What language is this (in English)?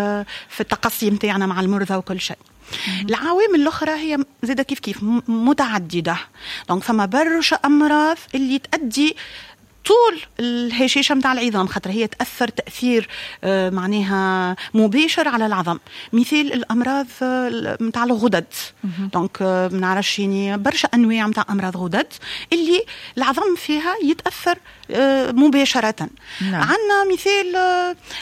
Tunisian Arabic